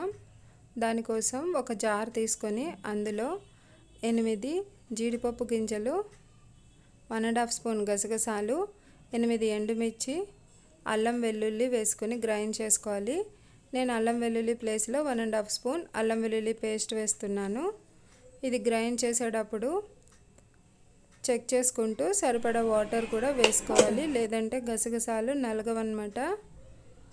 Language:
Telugu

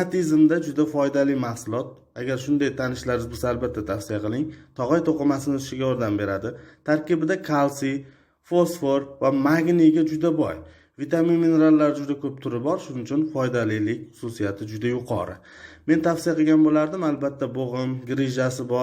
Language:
Uzbek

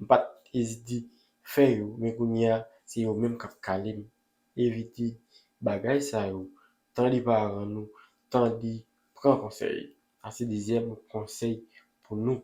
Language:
Haitian Creole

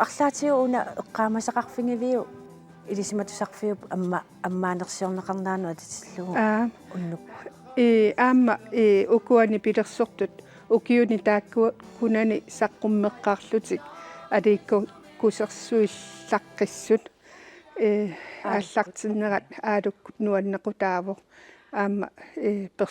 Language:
Kalaallisut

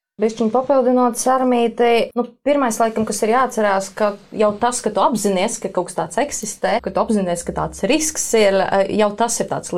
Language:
Latvian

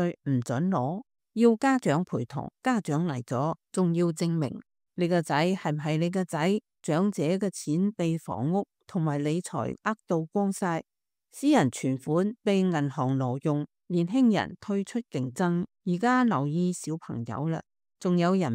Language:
Cantonese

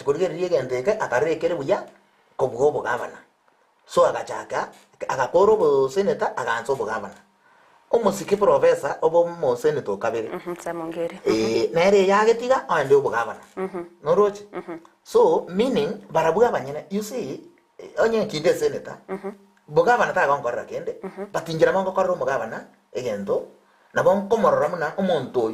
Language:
Gusii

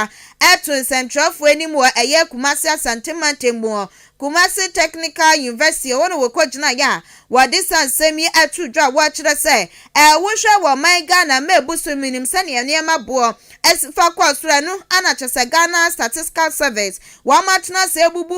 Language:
Akan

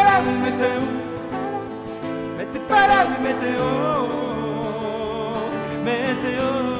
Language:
French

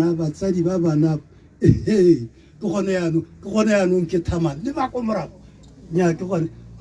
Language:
Tswana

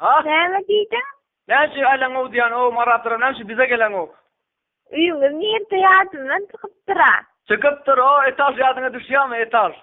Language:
Turkmen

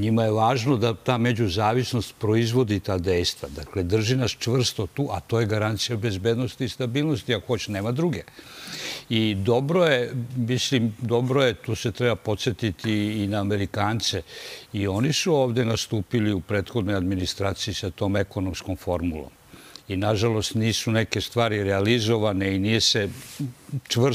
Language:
Serbian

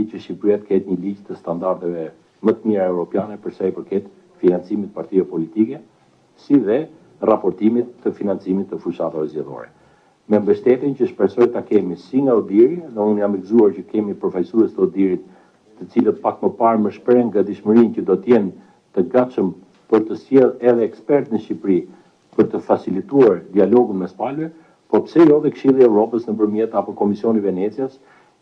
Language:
Albanian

